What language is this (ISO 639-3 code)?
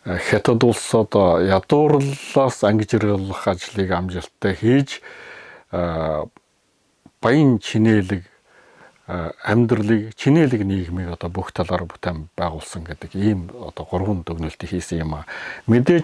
mon